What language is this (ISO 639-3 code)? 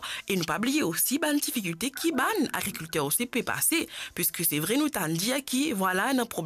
mfe